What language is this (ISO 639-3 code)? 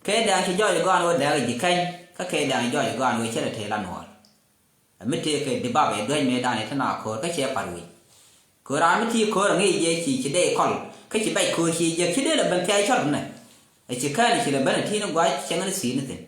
nus